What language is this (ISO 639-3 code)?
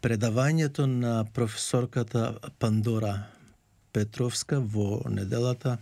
mkd